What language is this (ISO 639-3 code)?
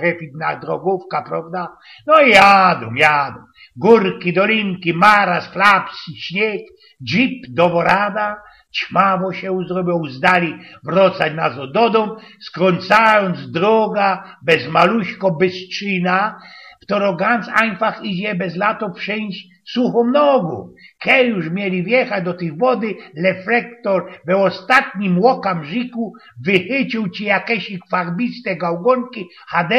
szl